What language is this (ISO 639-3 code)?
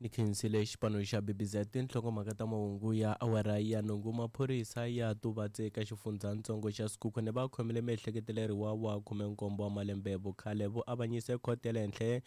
tso